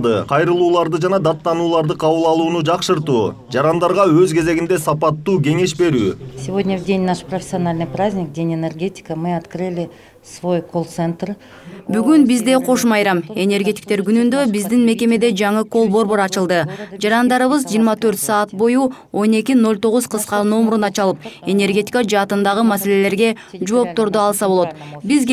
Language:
Kyrgyz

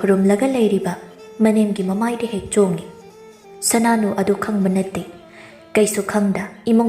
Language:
Manipuri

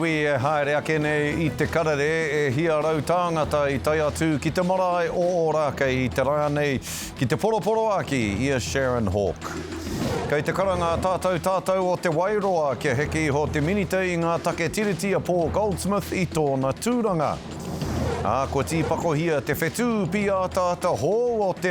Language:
Māori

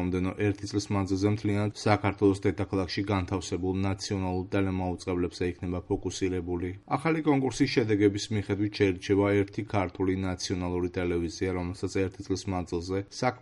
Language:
Georgian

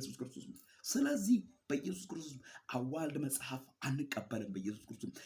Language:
Amharic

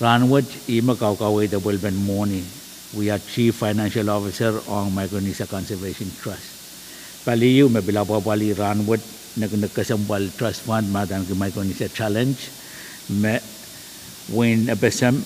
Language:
Pohnpeian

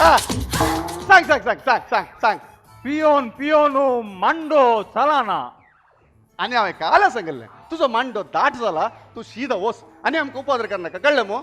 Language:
Konkani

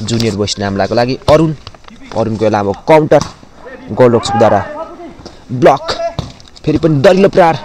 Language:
Nepali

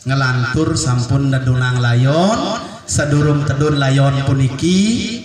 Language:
Balinese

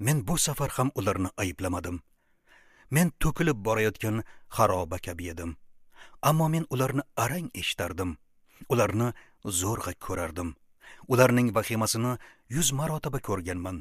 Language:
Uzbek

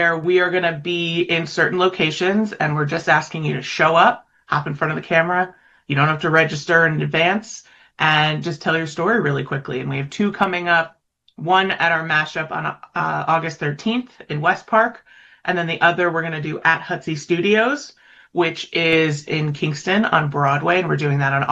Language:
English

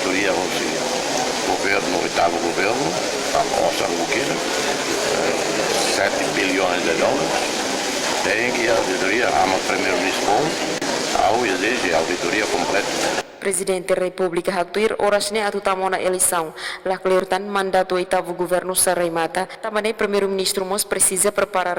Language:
Tetum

